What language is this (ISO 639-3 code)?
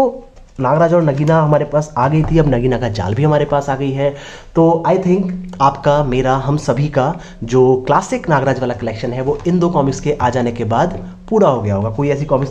hin